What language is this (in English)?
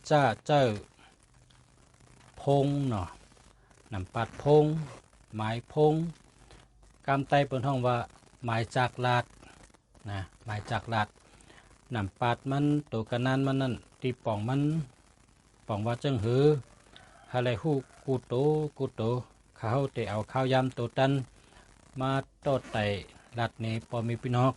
Shan